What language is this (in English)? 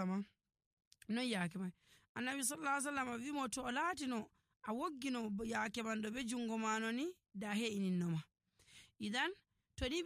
Nigerian Fulfulde